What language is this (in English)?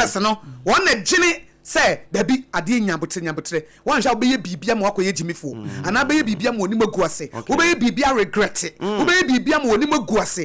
Akan